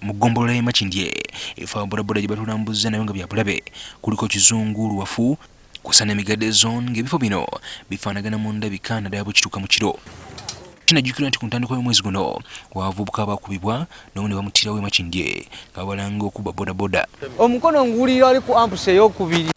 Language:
Ganda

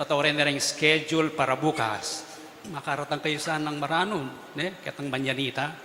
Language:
Pampanga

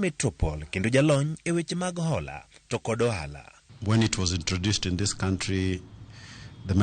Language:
Luo (Kenya and Tanzania)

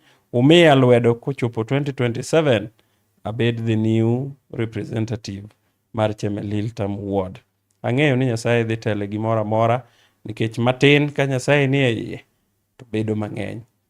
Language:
Luo (Kenya and Tanzania)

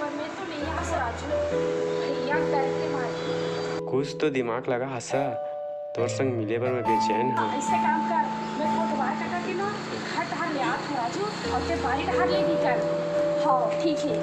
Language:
Chhattisgarhi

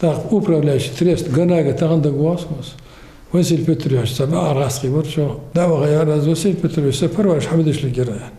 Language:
Ingush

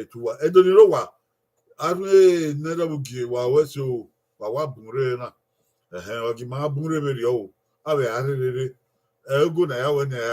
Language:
Bini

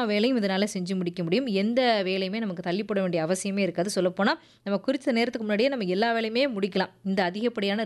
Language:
Tamil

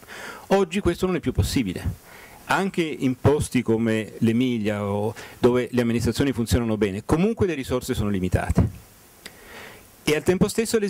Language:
Italian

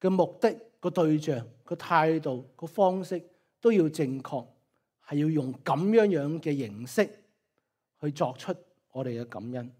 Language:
Cantonese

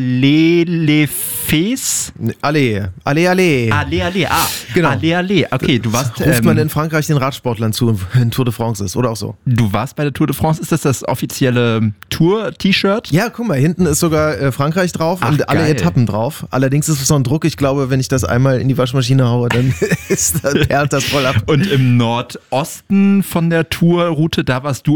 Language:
German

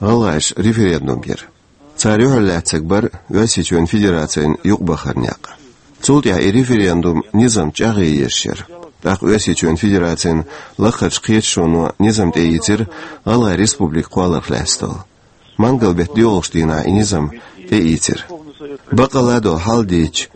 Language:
Chechen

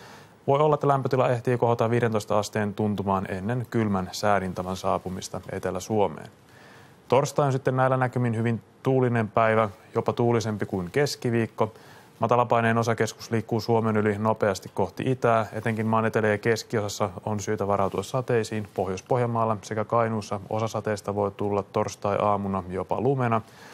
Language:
Finnish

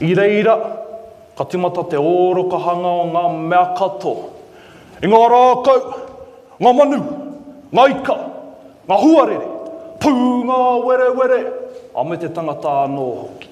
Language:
Māori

